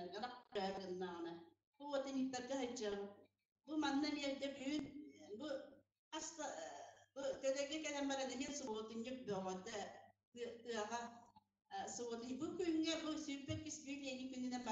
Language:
Yakut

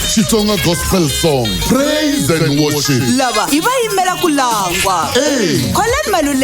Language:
Tsonga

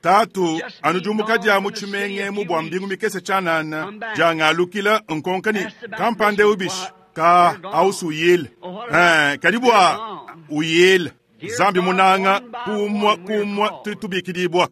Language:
Luba-Lulua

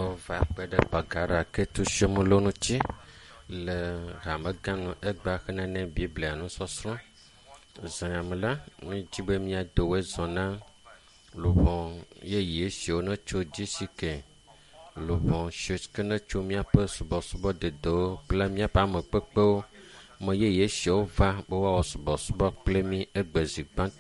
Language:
Ewe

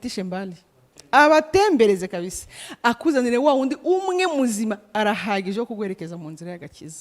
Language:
Kinyarwanda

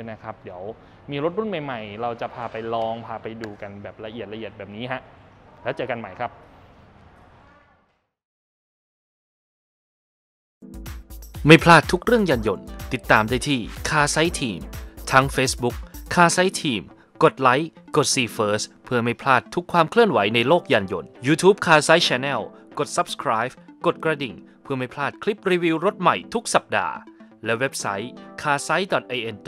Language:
Thai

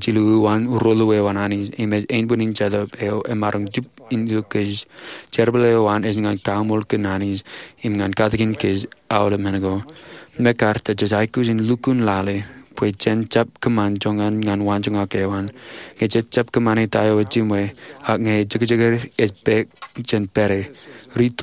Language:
Marshallese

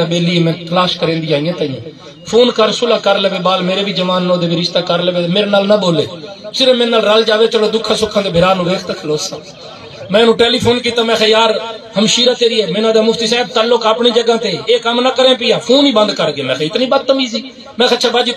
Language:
Saraiki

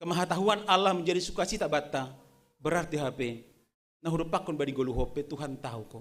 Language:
Batak Simalungun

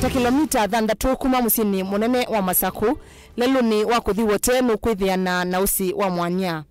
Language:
Kamba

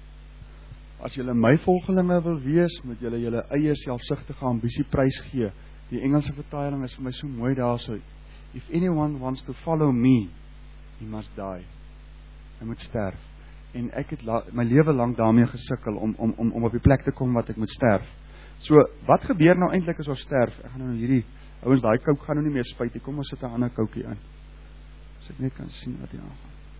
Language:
Afrikaans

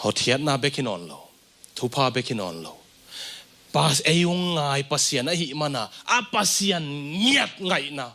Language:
Tedim Chin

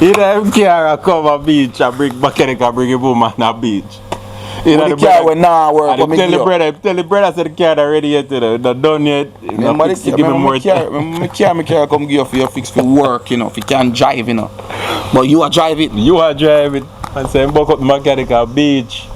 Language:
Jamaican Creole English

